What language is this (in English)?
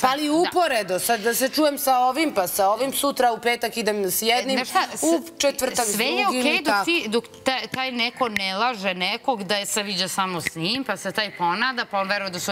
Serbian